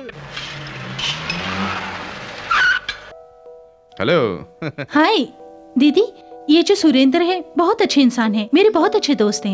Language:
Hindi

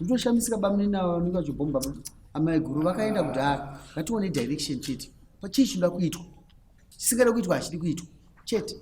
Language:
Shona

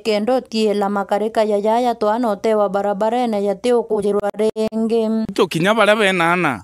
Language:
Meru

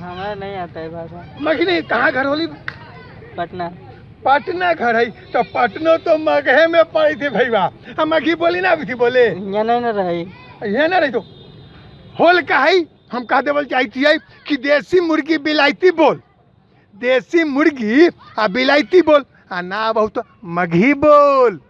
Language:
Magahi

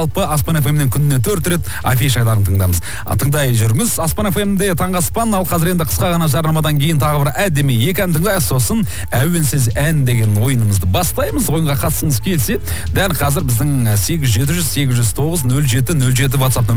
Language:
Kazakh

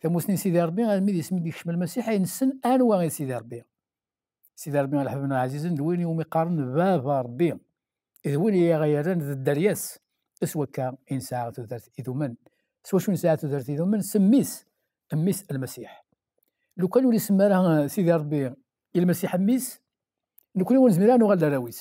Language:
Kabyle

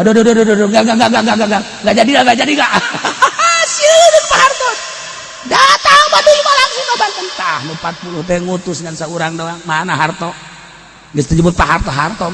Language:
Sundanese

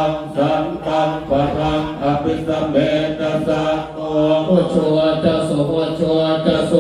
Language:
Pali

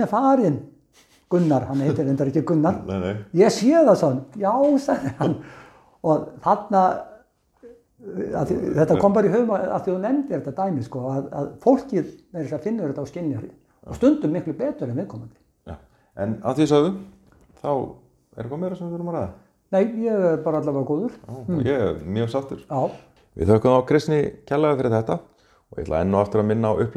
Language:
Icelandic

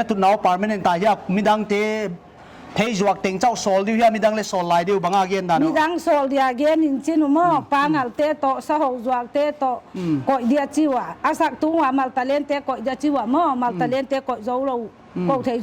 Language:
Paite Chin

